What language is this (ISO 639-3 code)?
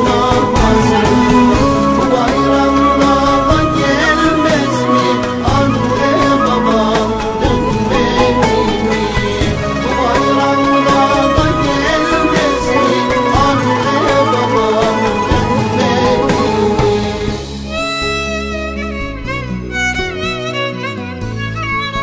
tur